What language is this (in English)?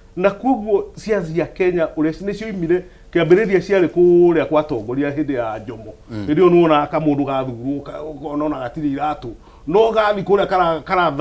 Kikuyu